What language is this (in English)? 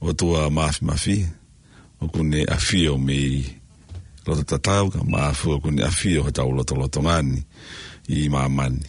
Tongan